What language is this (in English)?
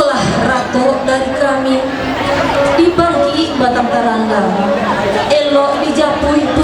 Minangkabau